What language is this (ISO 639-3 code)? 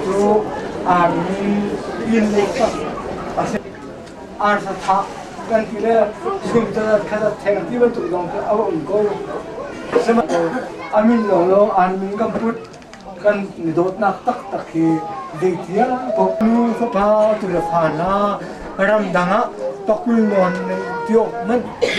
cnh